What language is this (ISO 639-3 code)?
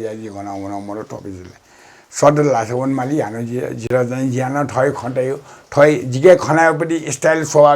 new